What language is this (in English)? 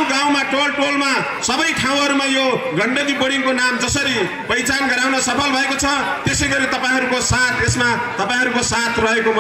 Nepali